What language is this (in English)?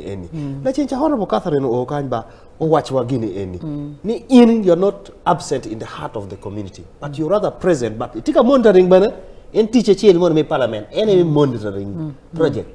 Acoli